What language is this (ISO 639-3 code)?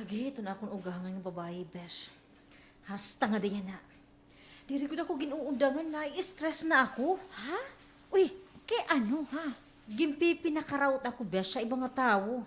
war